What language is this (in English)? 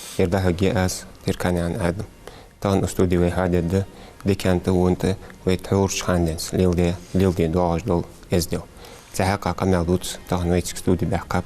Ingush